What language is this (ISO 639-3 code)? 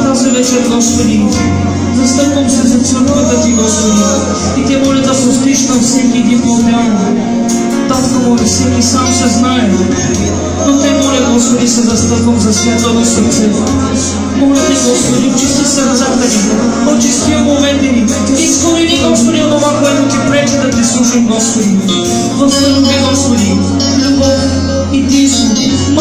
bul